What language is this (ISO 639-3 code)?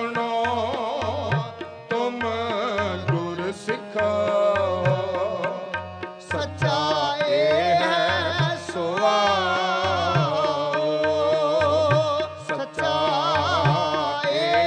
pan